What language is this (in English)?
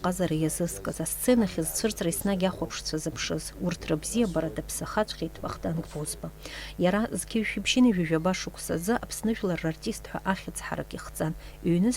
Abkhazian